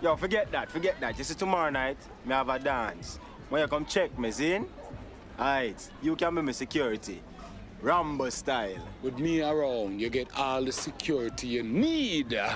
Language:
Jamaican Creole English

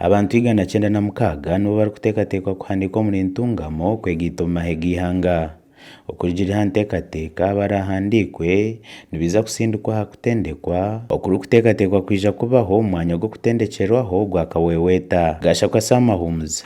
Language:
Nyankole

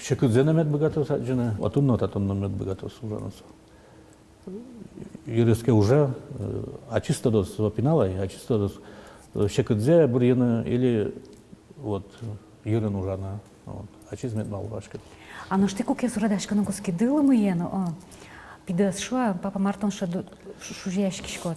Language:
Udmurt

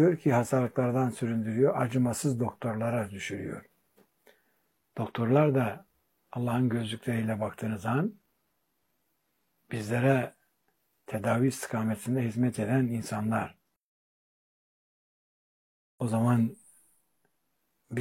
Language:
Turkish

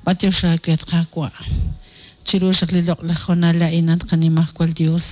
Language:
Kekchí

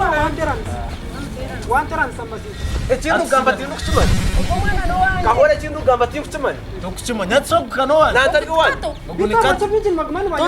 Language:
Nyankole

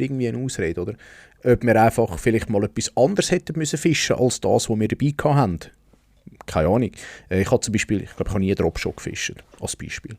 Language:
Swiss German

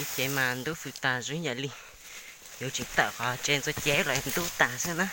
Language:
Hmong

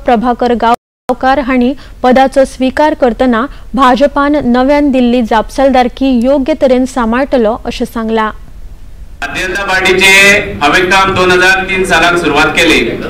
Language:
Konkani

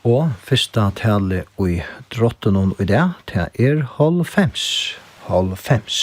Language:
Faroese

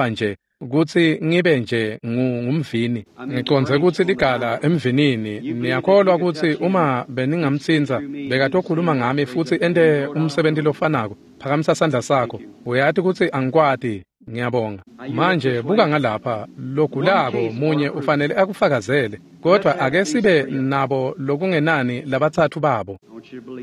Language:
Swati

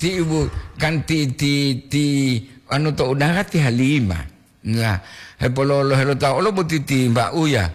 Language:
Gorontalo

